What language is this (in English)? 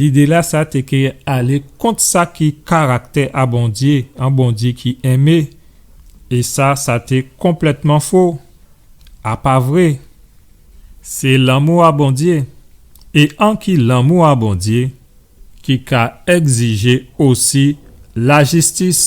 Guadeloupean Creole French